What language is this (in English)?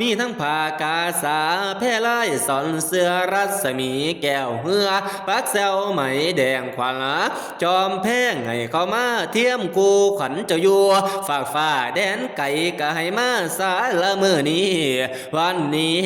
Northeastern Thai